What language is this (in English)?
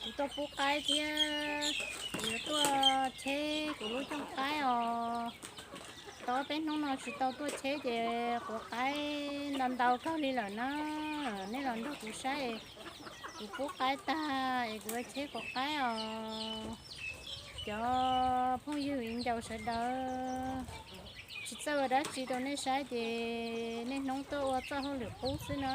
Hmong